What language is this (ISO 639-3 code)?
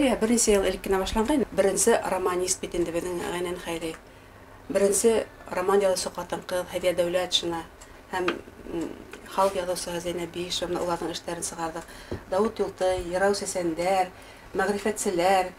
bak